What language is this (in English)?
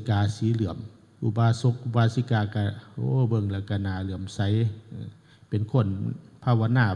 Northeastern Thai